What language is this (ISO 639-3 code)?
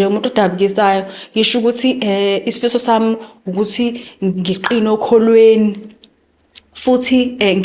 zul